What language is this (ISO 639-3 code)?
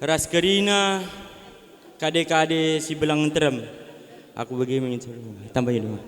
btx